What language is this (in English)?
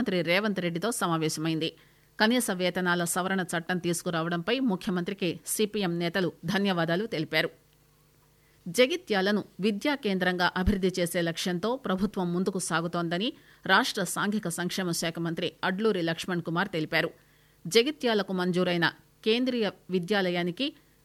Telugu